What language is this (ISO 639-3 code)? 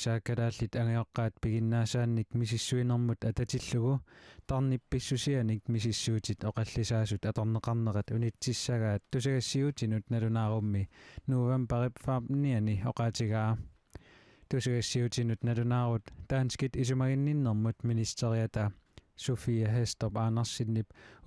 kal